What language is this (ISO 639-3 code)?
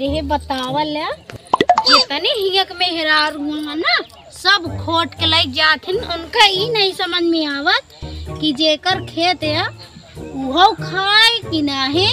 awa